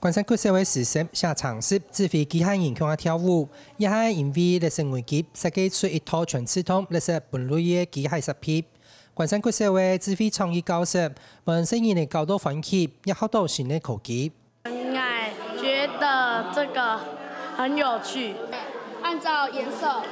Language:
Hakka Chinese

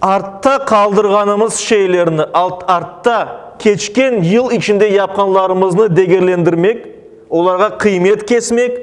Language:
Crimean Tatar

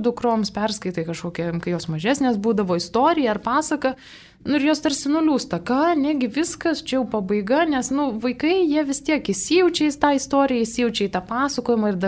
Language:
Lithuanian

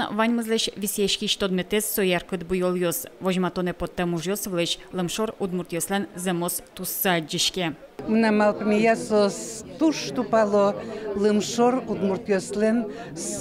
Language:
Udmurt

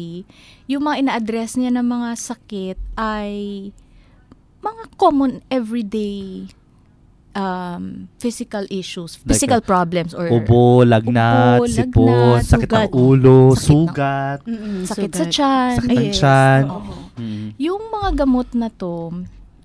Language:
Filipino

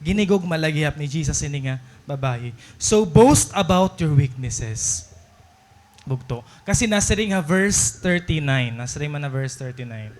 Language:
Waray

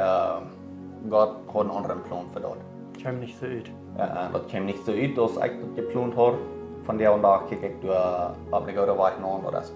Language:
Plautdietsch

